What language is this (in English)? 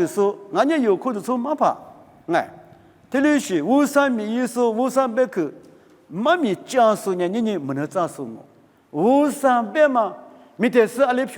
Lisu